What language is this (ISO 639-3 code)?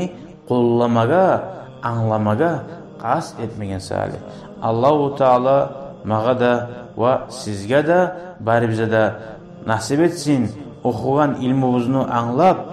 kum